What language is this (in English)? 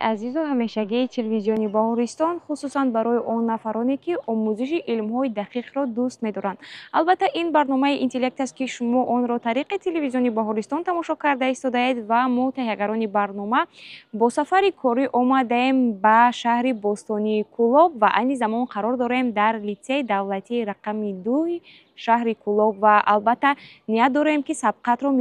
Tajik